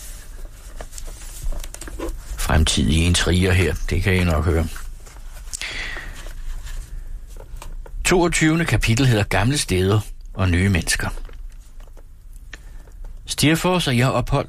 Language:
Danish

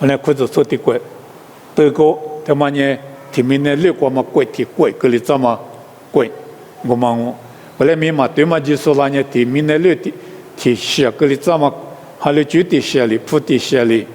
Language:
Lisu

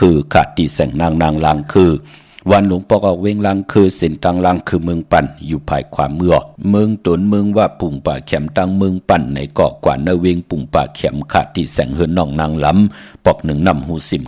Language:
Shan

